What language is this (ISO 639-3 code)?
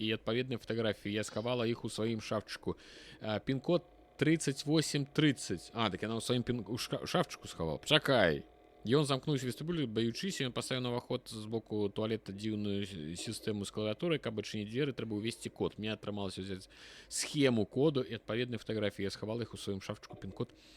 bel